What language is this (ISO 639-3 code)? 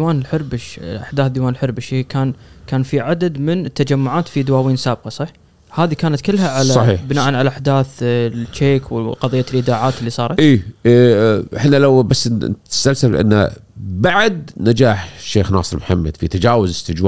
afb